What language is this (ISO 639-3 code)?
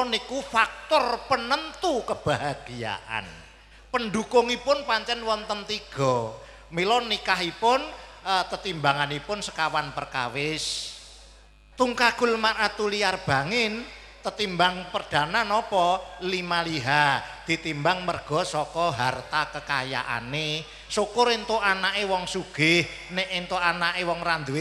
jav